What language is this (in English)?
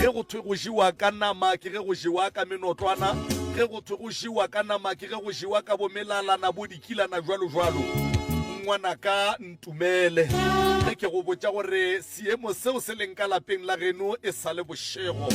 Northern Sotho